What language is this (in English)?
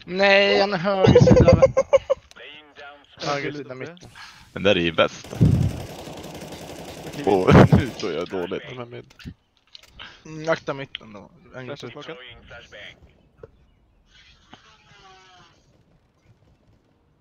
Swedish